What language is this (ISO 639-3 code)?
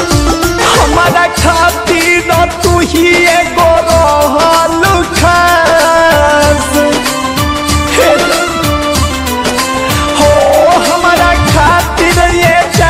bho